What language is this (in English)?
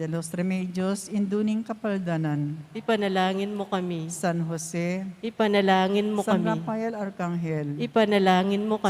Pampanga